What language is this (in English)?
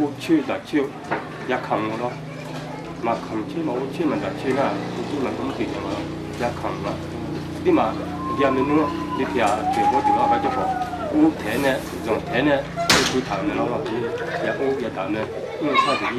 Akha